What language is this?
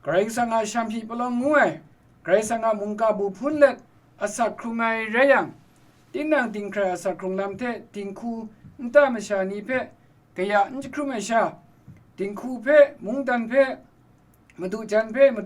Kachin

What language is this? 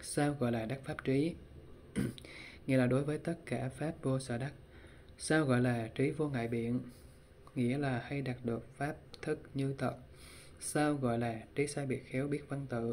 Vietnamese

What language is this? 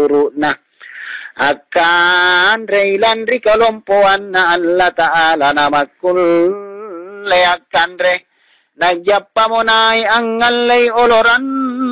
Makasar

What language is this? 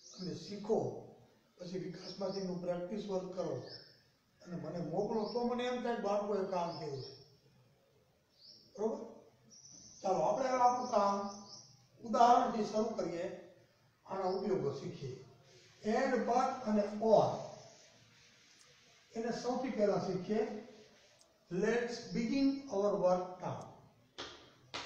Gujarati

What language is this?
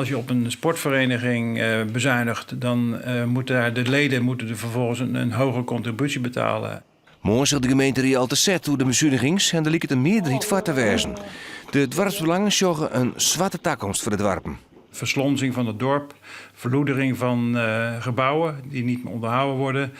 Western Frisian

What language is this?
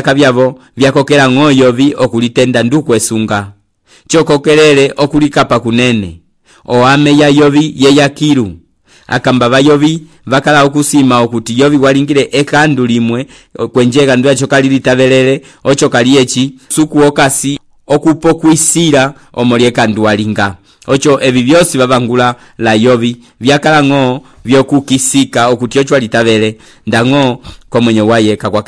Umbundu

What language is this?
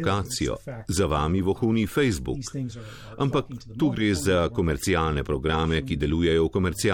Slovenian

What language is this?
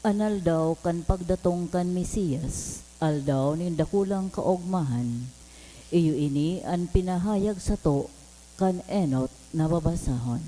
Bikol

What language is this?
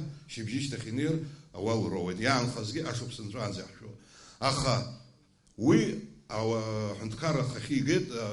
Abkhazian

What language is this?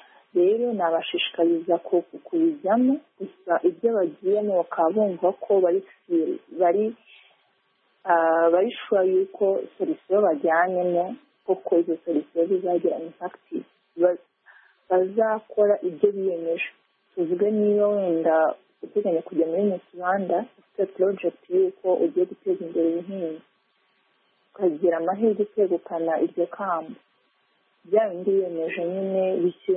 Kinyarwanda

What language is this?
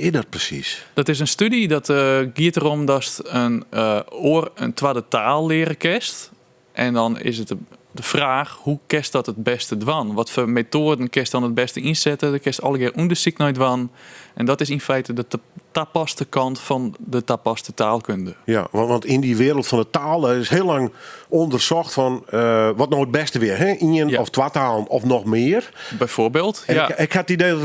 Western Frisian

